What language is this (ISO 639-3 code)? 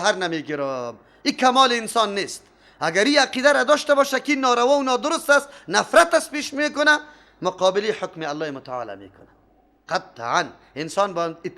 fas